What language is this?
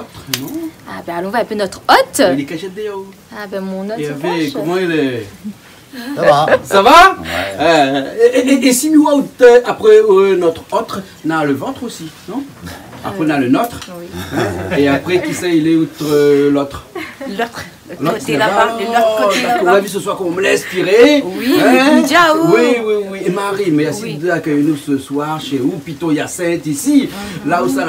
Réunion Creole French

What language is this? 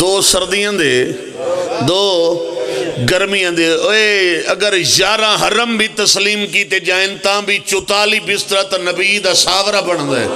Pahari-Potwari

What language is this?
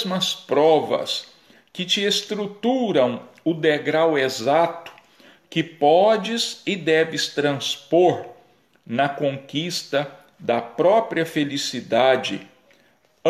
Portuguese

